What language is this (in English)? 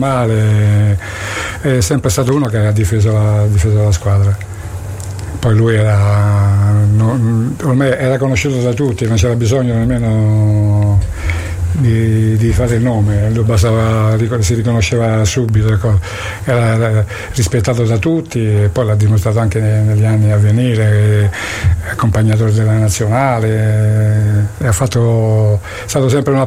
Italian